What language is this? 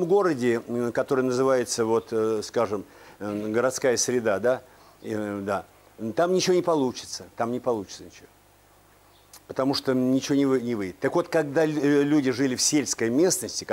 Russian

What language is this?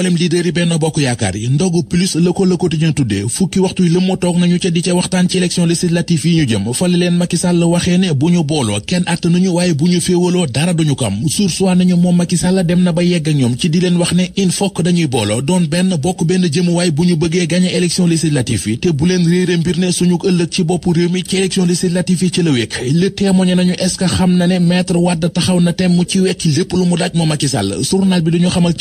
Wolof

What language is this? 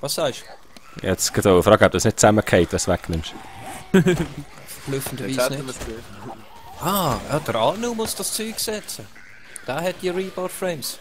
Swiss German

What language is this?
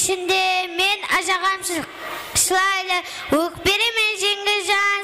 Kara-Kalpak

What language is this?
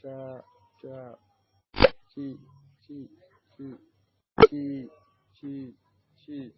Fula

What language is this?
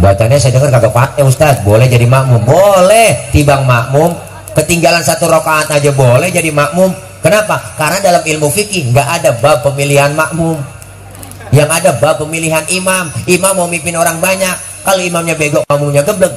Betawi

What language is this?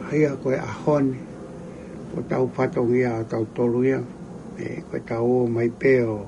Tongan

